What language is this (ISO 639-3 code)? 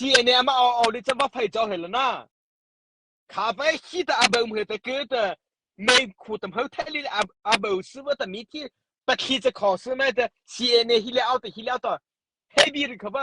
mrh